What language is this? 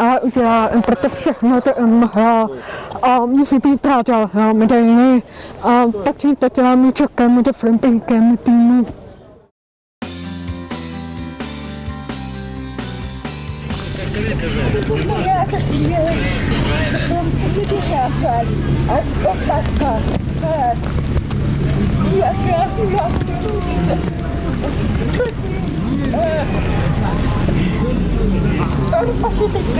Czech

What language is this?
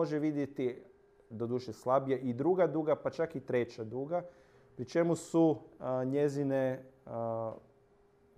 Croatian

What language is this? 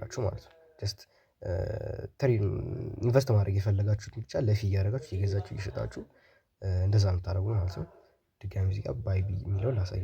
Amharic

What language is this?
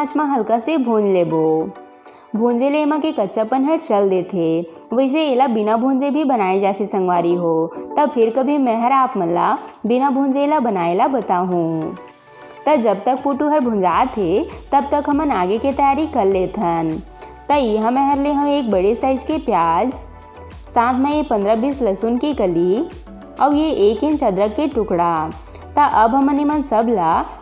Chhattisgarhi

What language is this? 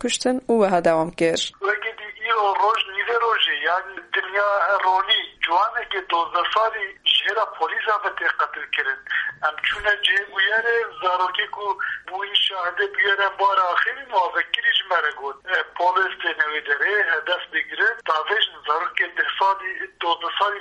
Kurdish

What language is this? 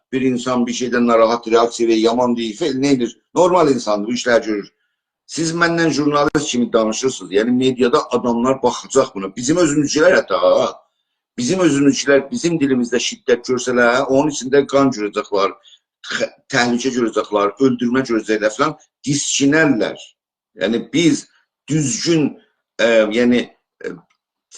South Azerbaijani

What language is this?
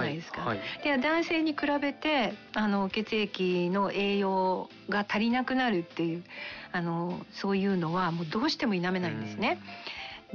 Japanese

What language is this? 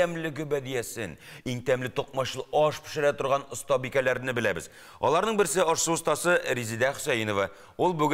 Tatar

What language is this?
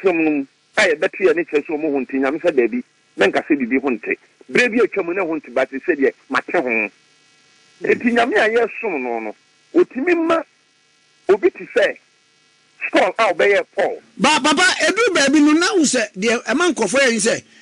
Akan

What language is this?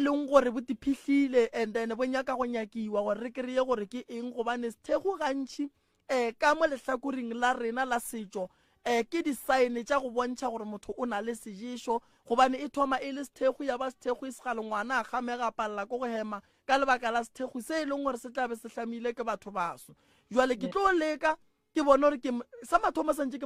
Northern Sotho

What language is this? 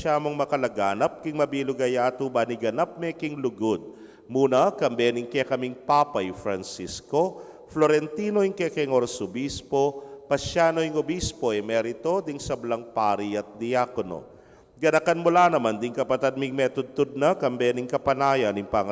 Pampanga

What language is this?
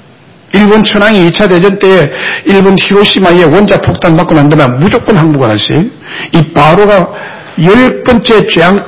Korean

